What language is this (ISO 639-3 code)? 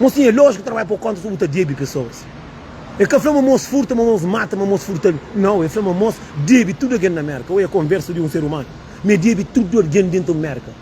kea